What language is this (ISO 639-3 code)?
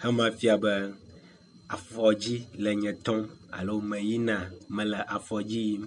ewe